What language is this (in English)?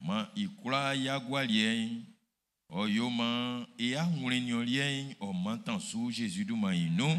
Baoulé